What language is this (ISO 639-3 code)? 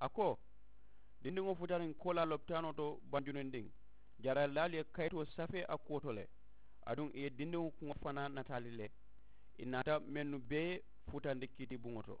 man